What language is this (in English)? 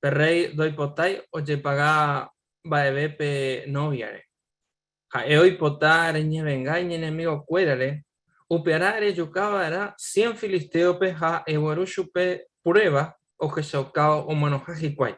Guarani